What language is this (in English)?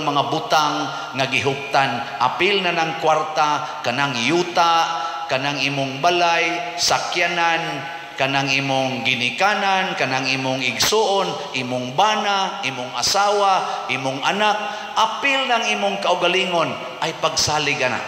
Cebuano